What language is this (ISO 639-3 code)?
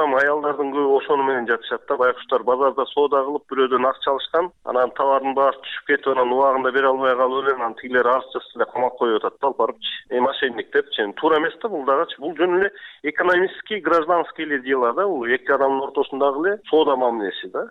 kir